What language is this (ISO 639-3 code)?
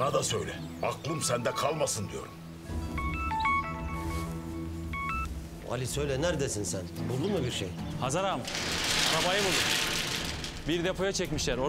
tur